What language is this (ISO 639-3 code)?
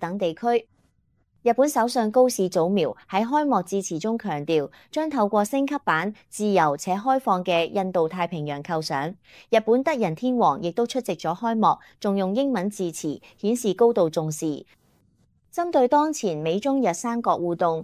yue